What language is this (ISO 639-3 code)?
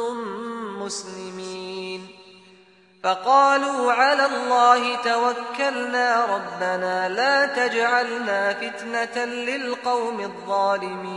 ara